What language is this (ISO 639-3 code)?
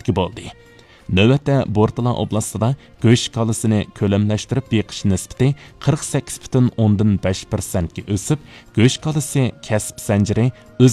uig